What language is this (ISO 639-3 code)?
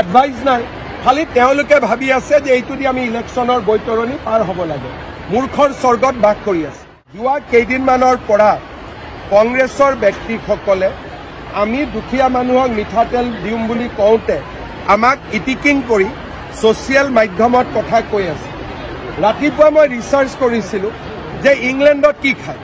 asm